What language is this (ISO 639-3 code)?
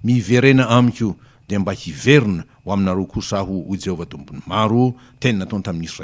mlg